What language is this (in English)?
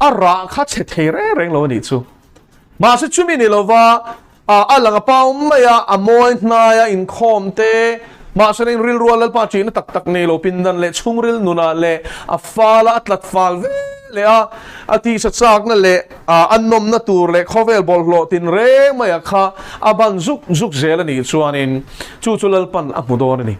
Mizo